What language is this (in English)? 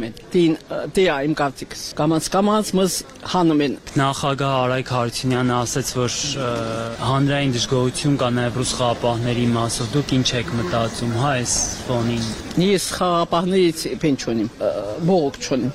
Armenian